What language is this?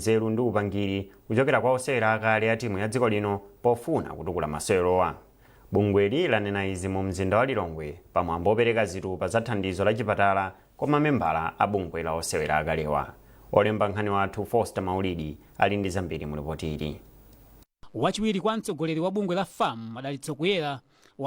Nyanja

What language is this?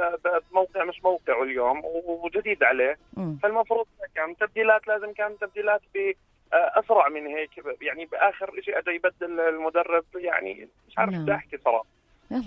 North Levantine Arabic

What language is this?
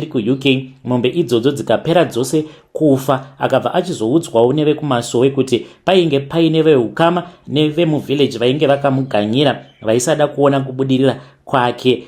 Shona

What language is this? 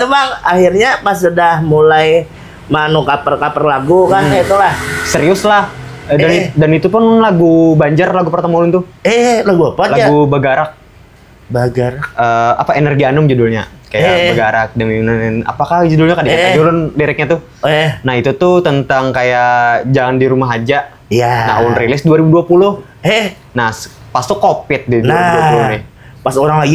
Banjar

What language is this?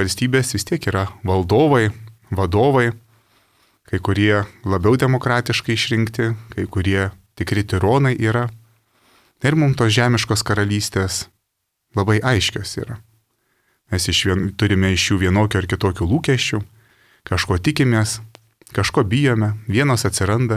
Lithuanian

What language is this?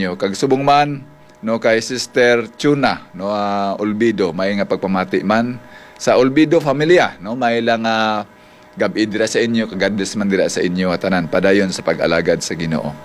Hiligaynon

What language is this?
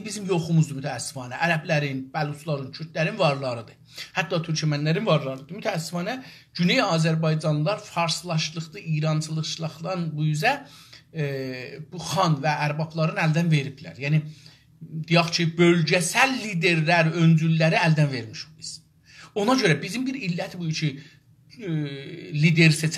South Azerbaijani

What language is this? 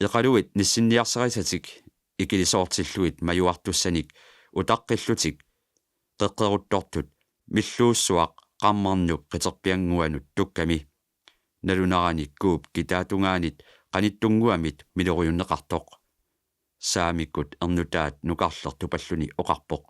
Kalaallisut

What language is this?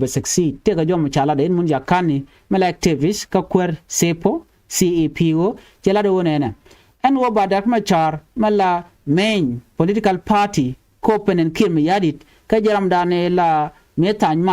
Nuer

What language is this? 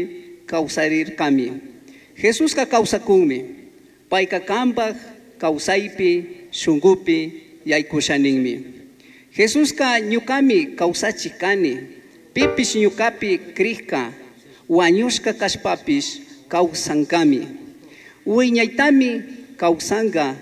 Chimborazo Highland Quichua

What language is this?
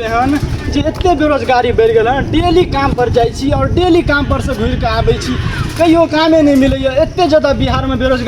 Maithili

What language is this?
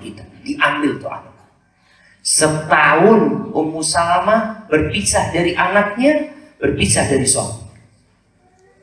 Indonesian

